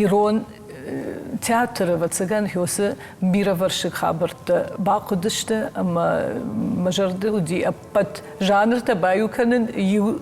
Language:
Ossetic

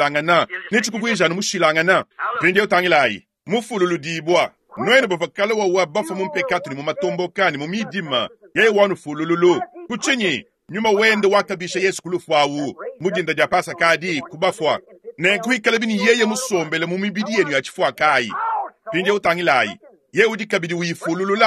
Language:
Luba-Lulua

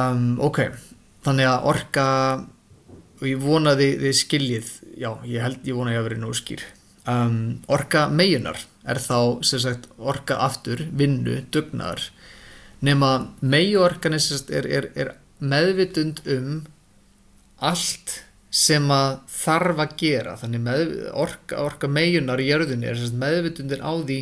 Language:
Icelandic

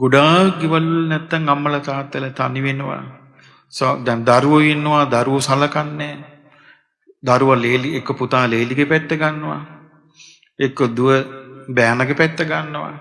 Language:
Sinhala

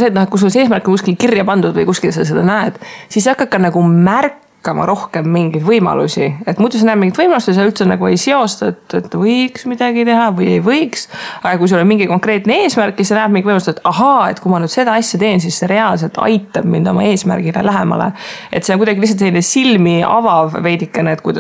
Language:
Estonian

